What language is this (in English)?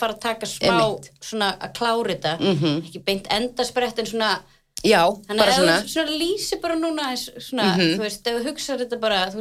Icelandic